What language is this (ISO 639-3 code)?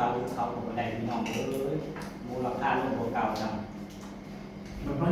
tts